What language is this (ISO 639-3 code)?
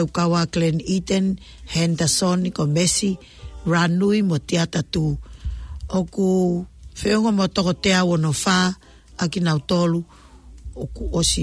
ton